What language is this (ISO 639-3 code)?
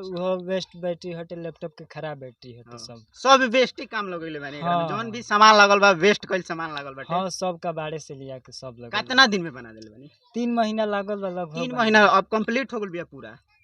bho